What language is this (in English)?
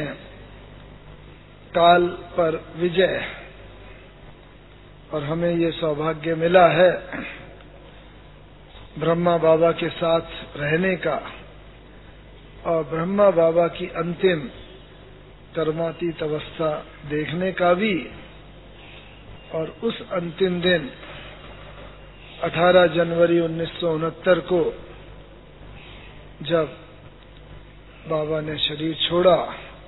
Hindi